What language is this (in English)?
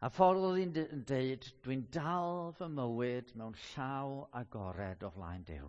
Welsh